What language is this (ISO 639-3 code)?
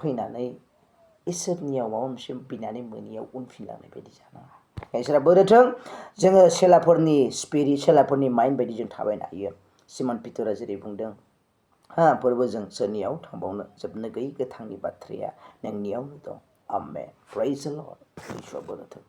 brx